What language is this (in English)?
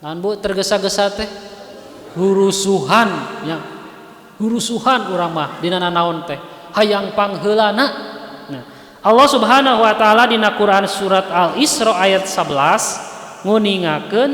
Sundanese